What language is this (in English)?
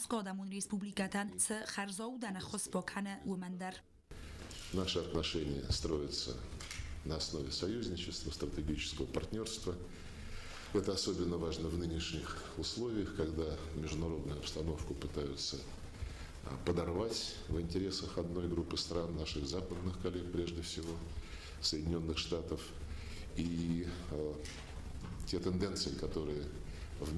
Ossetic